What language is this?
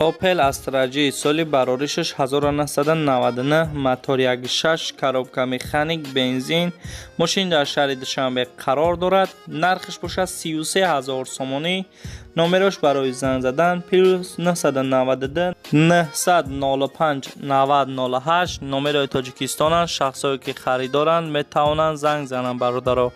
Tajik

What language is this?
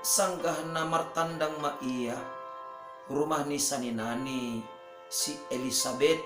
Batak Simalungun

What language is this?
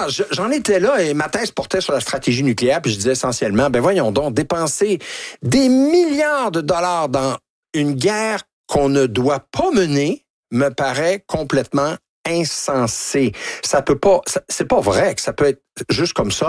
French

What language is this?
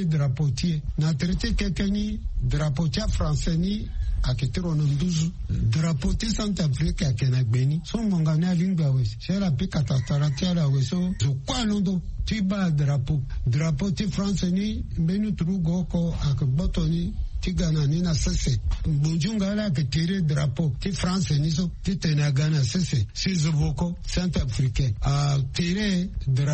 Sango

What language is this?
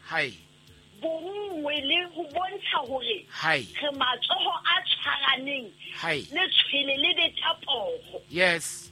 Southern Sotho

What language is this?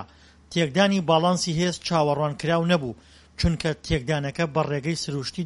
Central Kurdish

